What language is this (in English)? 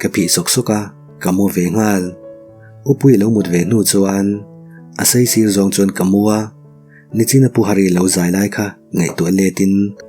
Mizo